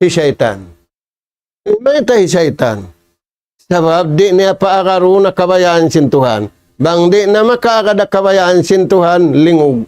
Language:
Tausug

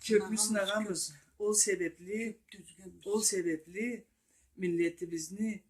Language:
Karachay-Balkar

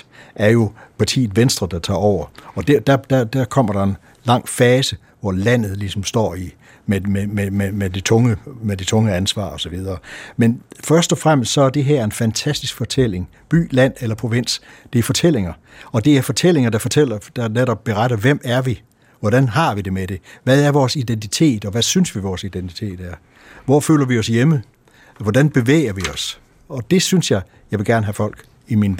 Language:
Danish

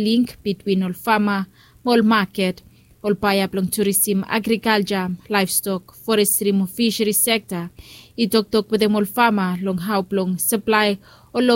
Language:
Bislama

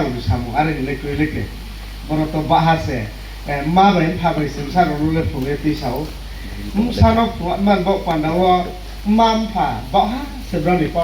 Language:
Riang (India)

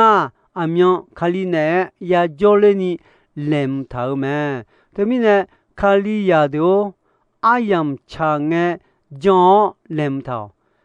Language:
Akha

